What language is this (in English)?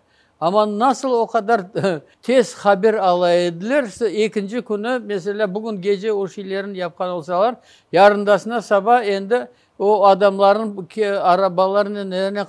Crimean Tatar